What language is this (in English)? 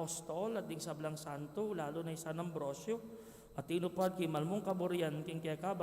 Pampanga